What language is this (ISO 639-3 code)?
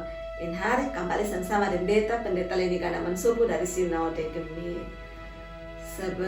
mkn